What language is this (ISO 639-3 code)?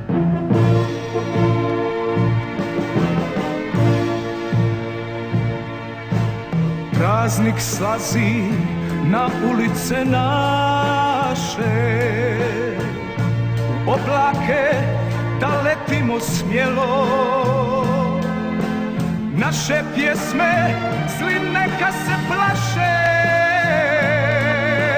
hrv